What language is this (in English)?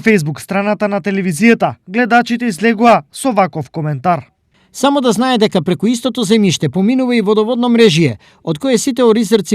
Macedonian